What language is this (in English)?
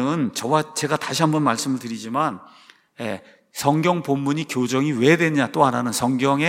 Korean